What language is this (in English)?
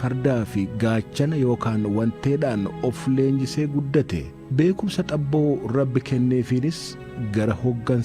Oromo